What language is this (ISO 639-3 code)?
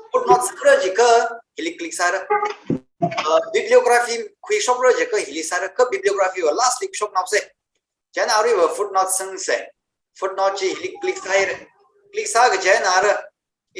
nmf